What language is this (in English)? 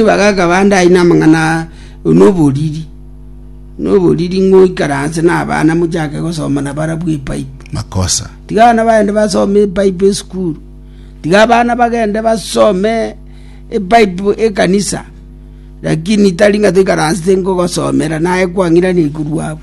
Gusii